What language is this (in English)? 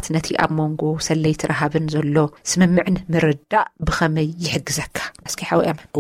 Tigrinya